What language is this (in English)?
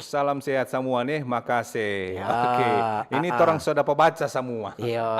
Manado Malay